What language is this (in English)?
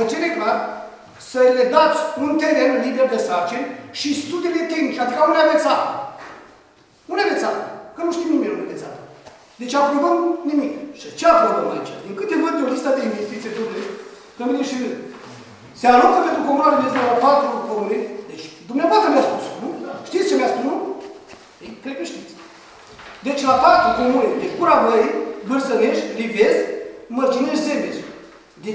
Romanian